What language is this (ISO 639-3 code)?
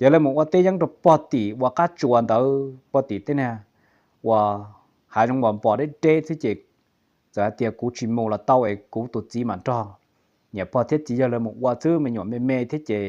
hmn